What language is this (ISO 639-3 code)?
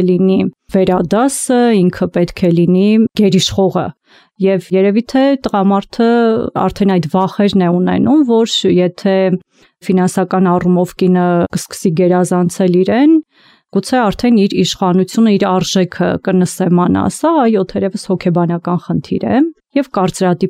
hye